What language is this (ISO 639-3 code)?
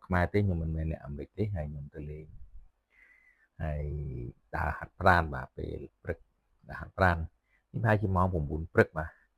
khm